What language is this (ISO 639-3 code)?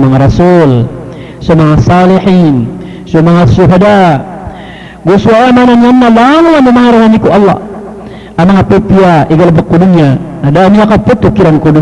mrw